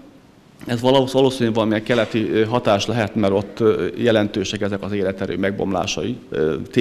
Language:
Hungarian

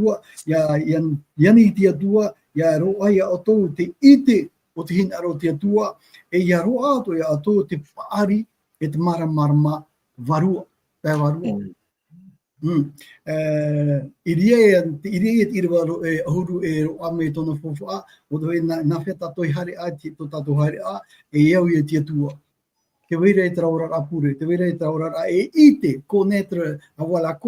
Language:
Tahitian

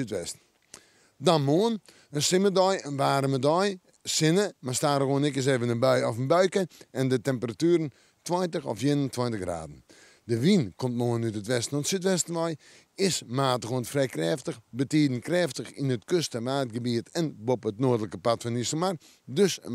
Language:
Western Frisian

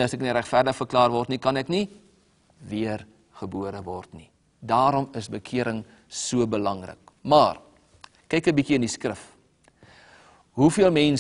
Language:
Afrikaans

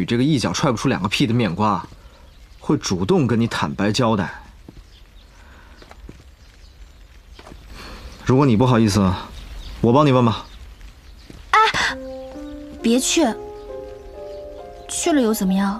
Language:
Chinese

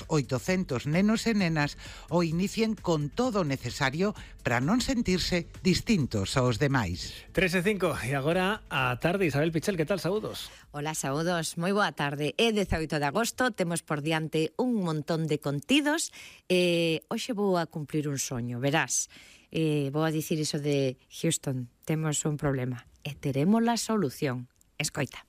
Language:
Galician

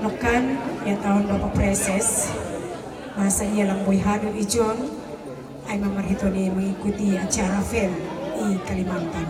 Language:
Batak Simalungun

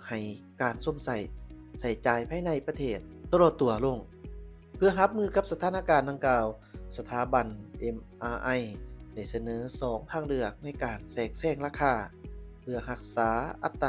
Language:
Lao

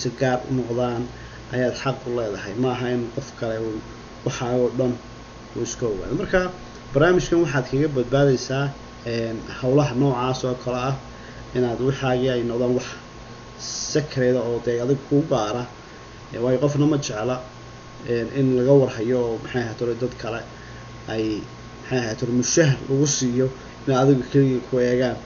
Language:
Somali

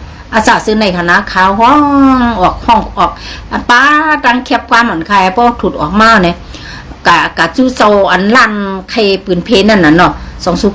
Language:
Shan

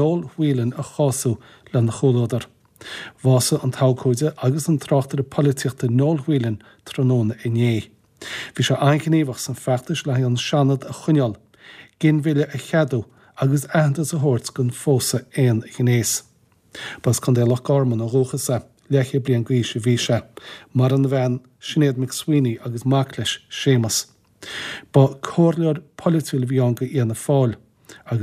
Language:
Irish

